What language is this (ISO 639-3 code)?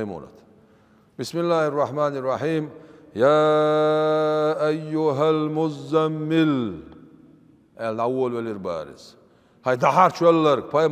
che